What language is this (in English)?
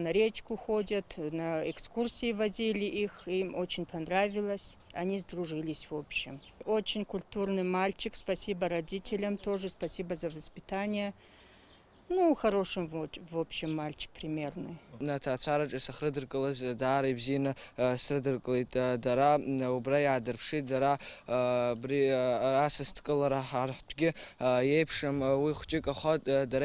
Abkhazian